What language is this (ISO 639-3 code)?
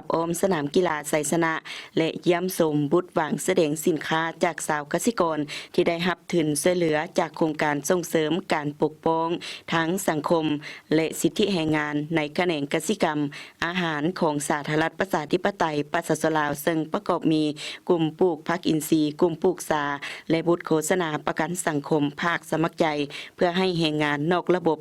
lao